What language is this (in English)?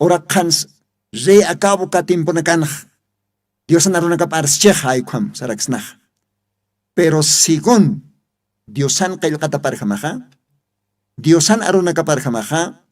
Aymara